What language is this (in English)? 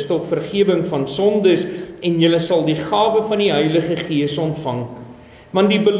Afrikaans